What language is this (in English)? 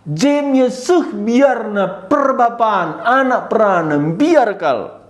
Batak Karo